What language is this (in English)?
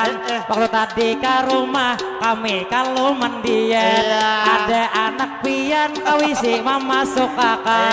Banjar